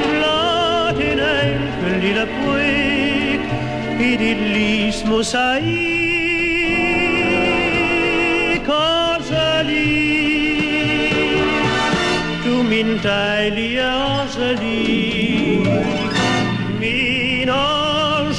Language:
Danish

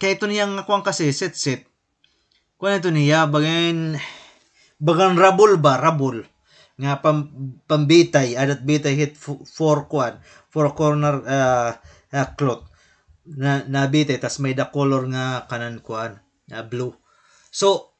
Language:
Waray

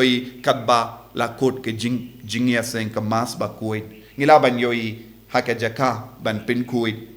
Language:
Khasi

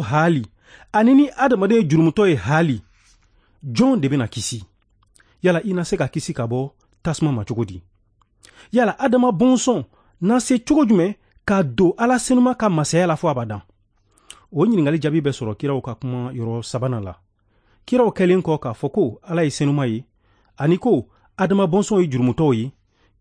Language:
Bambara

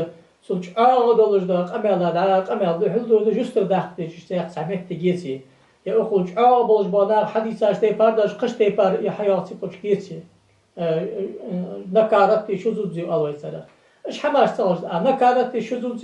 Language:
Ingush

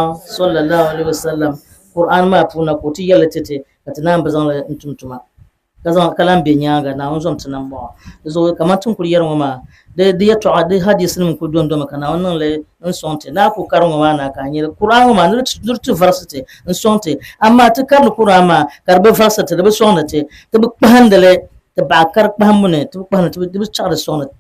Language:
Dagbani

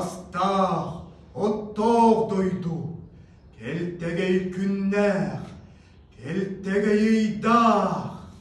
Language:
Yakut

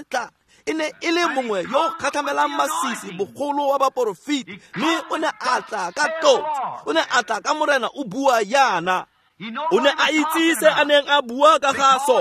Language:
Tswana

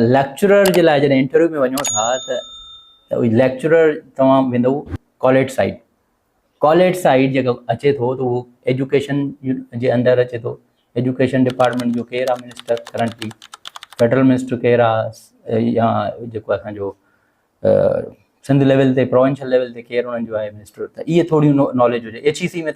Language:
Sindhi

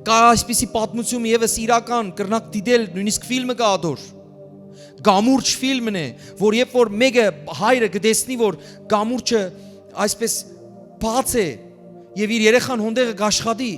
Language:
Western Armenian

